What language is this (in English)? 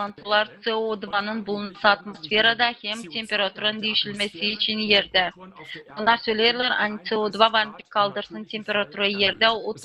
Gagauz